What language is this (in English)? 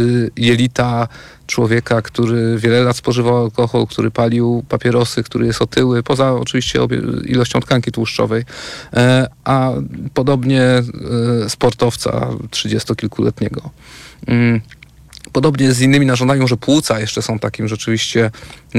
Polish